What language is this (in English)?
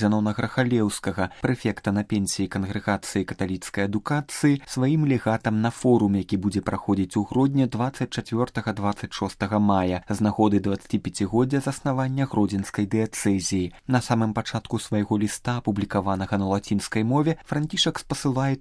Belarusian